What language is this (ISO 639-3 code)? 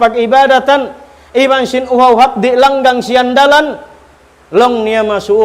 tsg